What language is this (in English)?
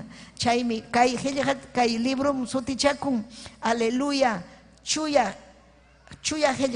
Ayacucho Quechua